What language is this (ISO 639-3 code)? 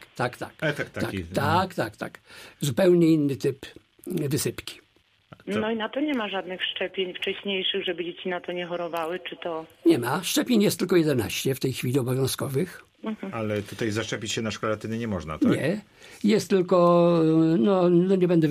pol